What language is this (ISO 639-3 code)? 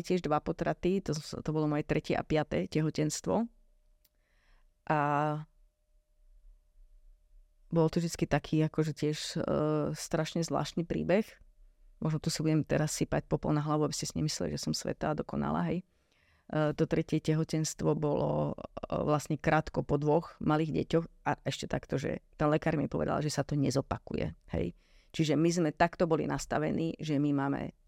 slk